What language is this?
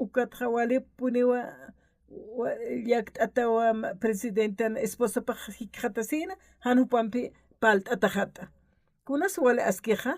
Aymara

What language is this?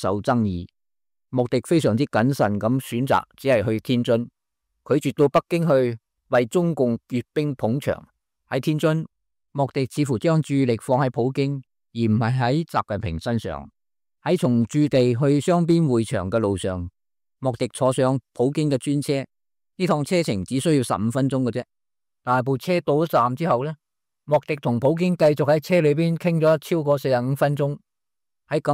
Cantonese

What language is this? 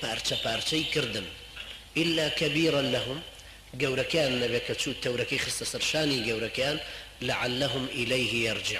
Central Kurdish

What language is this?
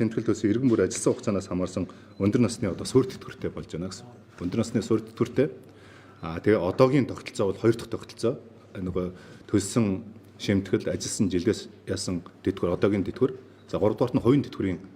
Mongolian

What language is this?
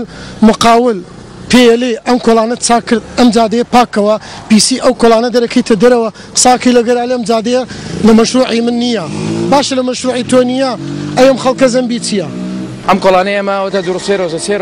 Central Kurdish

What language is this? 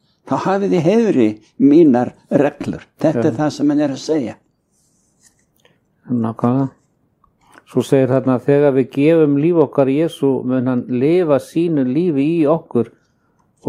Icelandic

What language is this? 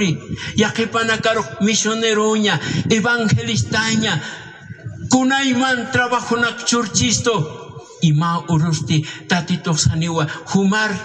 Aymara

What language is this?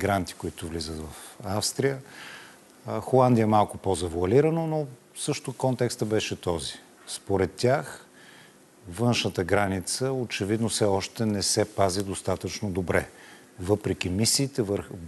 Bulgarian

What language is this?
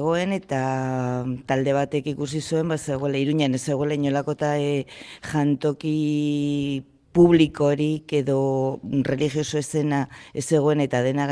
Basque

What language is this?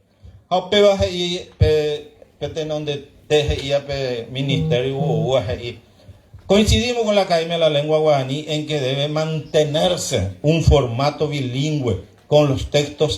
Guarani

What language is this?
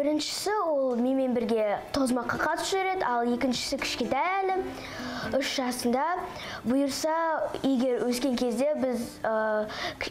Kazakh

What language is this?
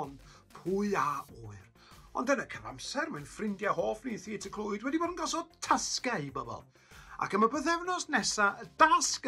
Welsh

